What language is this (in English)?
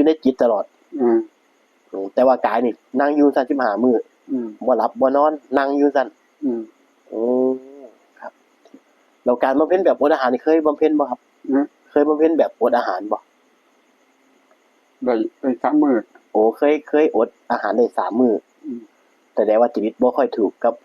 Northeastern Thai